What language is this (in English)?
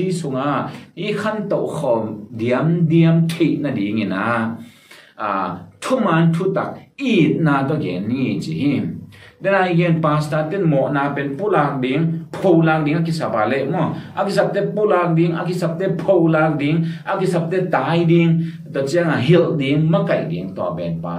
Tedim Chin